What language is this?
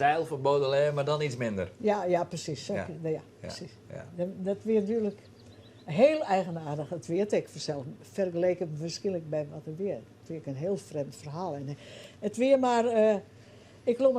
Western Frisian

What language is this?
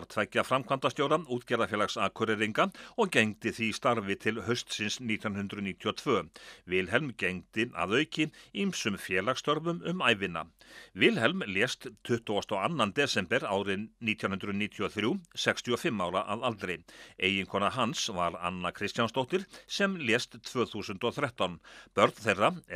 Icelandic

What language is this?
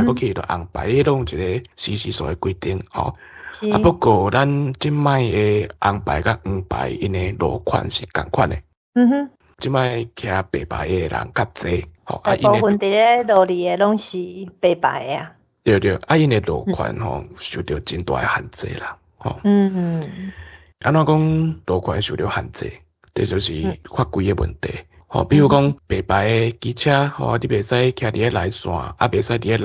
Min Nan Chinese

